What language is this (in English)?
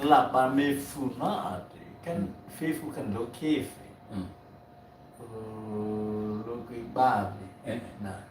Nias